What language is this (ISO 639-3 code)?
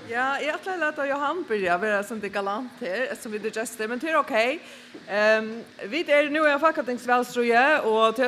fao